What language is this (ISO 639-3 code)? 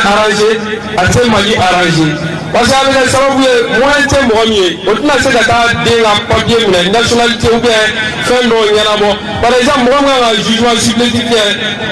bam